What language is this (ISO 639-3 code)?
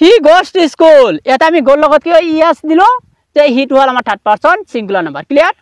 asm